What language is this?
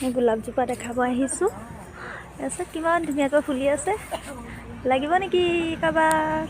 Assamese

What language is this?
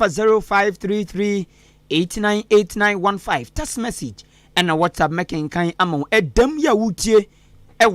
Akan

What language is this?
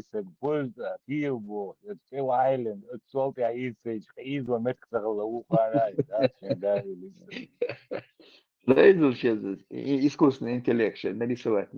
Chechen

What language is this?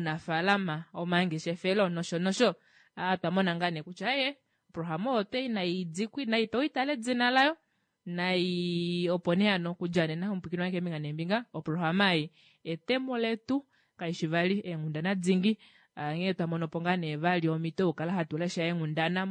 Kuanyama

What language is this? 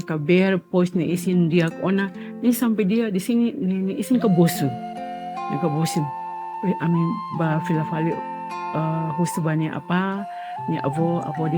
Tetum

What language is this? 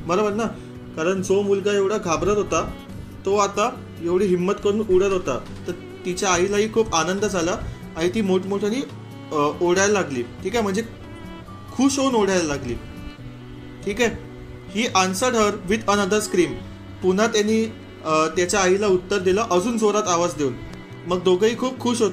Marathi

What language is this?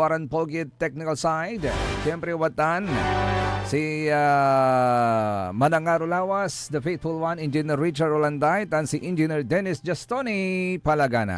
Pangasinan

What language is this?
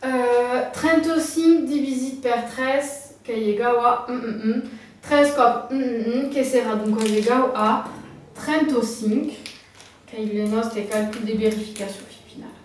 Occitan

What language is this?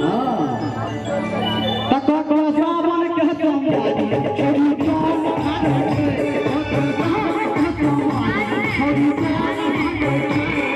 Maithili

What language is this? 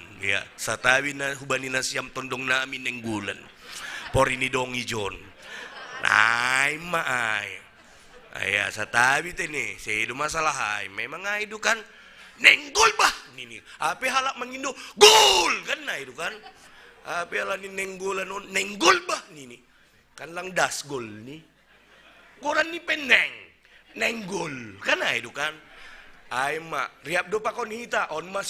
Batak Simalungun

